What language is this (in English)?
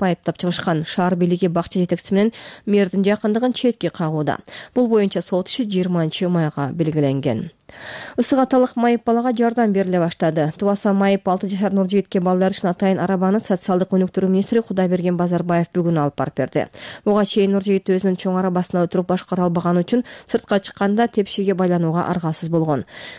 Kyrgyz